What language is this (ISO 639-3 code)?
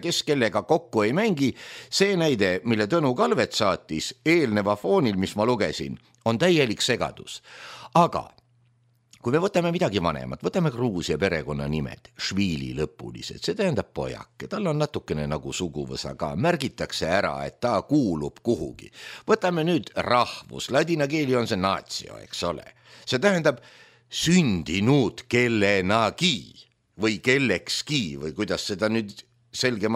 est